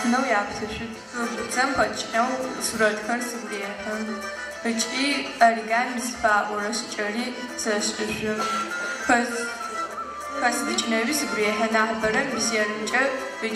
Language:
Adyghe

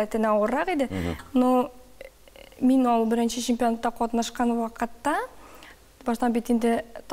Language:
Tatar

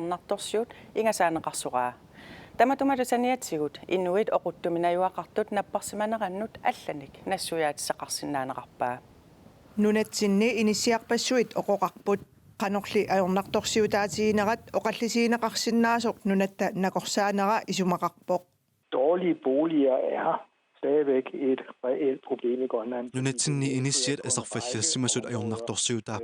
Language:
Kalaallisut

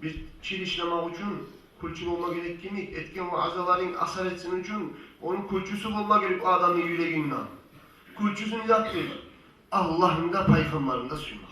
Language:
Kumyk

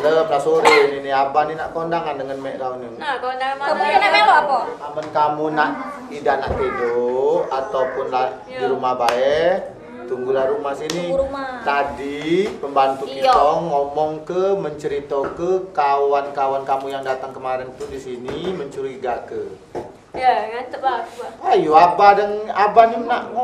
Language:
Musi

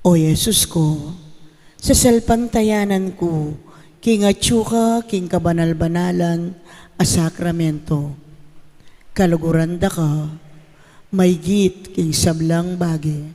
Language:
Pampanga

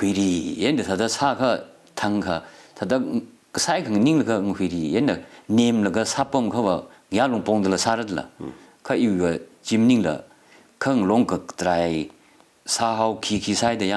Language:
Tangkhul Naga (India)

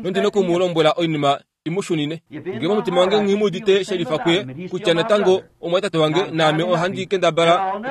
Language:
Kuanyama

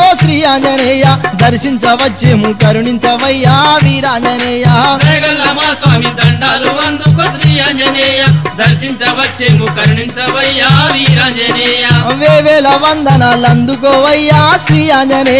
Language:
Telugu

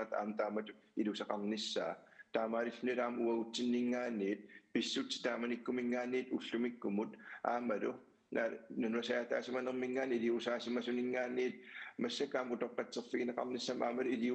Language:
Kalaallisut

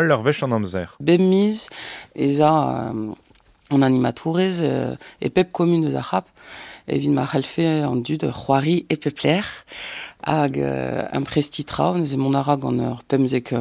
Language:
Breton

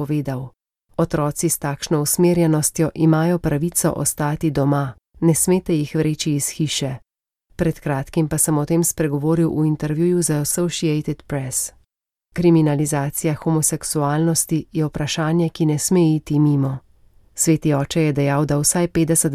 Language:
Slovenian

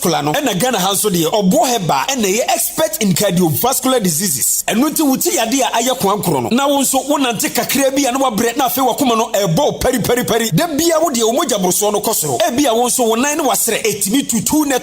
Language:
Akan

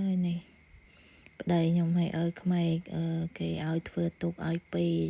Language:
Khmer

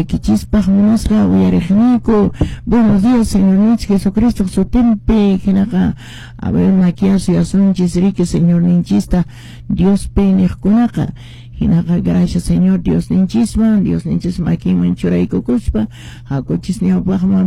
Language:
Quechua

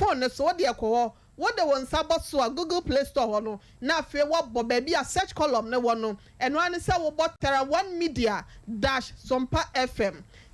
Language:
Akan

